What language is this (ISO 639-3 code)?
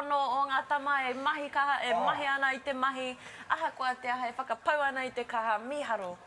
mri